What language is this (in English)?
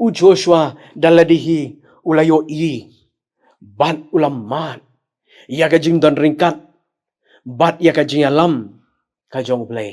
Khasi